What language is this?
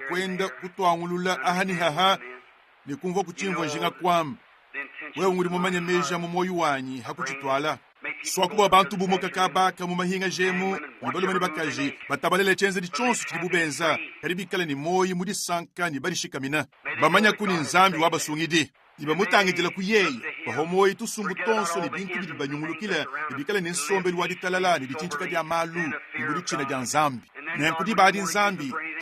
Luba-Lulua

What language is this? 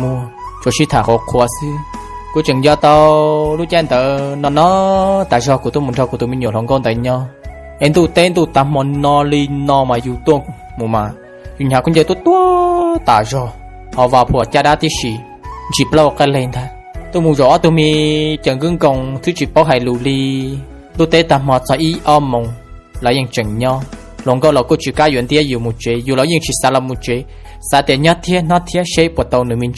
Hmong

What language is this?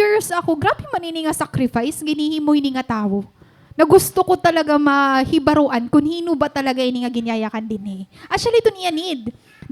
Waray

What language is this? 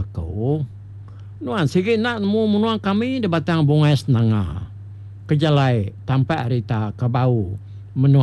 Iban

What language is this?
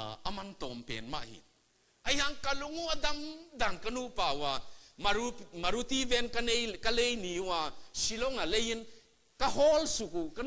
Tedim Chin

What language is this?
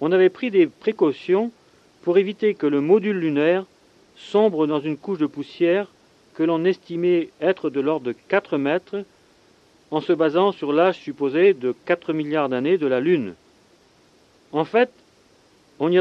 French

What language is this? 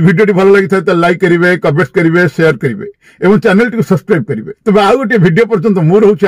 Odia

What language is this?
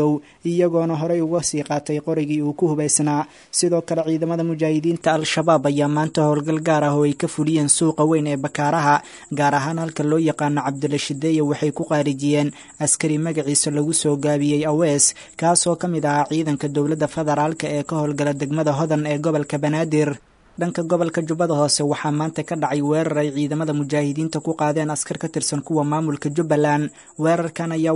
Somali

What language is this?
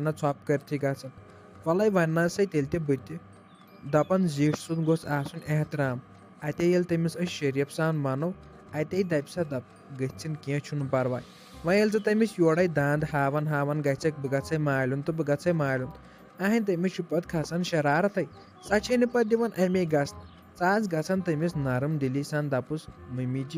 Kashmiri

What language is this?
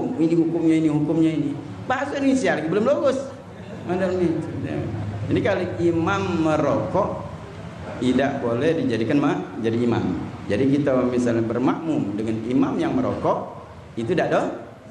Musi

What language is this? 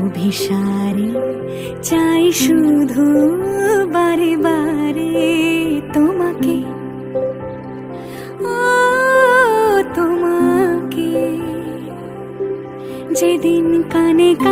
Bangla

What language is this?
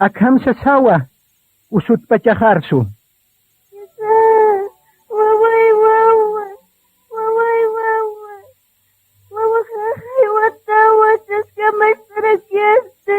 Aymara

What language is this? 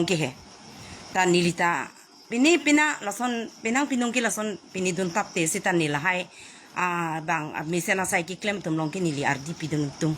Karbi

